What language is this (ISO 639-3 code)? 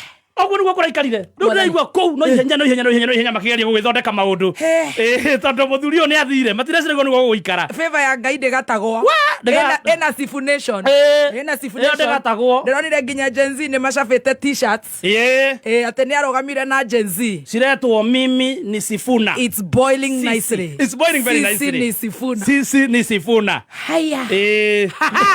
kik